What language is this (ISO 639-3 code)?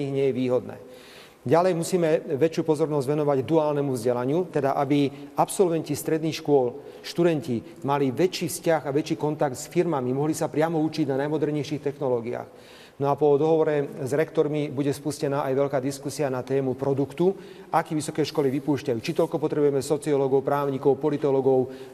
slk